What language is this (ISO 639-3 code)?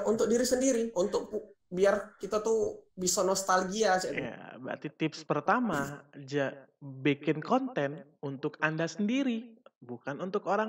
mui